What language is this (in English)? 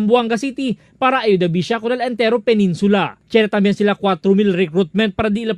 Chavacano